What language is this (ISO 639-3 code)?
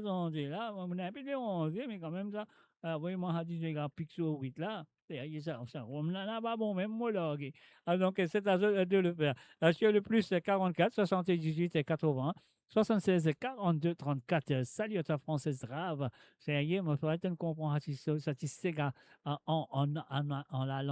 mfe